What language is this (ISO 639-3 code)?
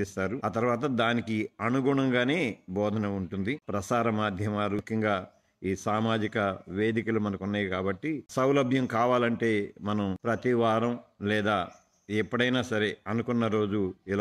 tel